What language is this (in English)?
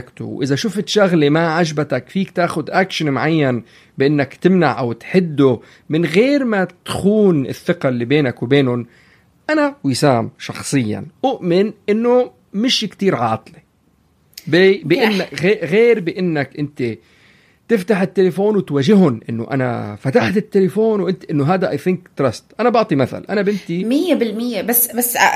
North Levantine Arabic